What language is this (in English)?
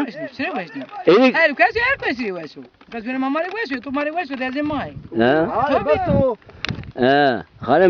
Zaza